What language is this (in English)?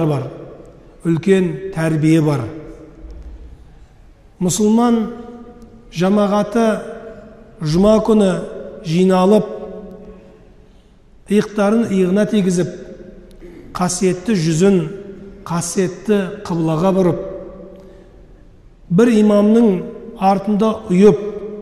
Kazakh